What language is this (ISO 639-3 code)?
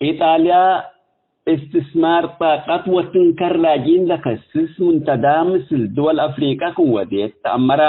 tig